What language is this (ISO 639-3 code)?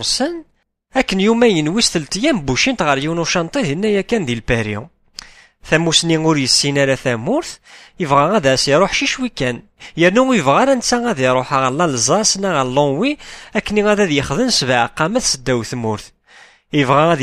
kab